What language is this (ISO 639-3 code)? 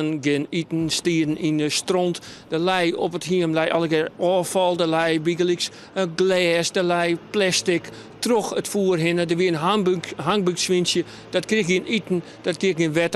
fry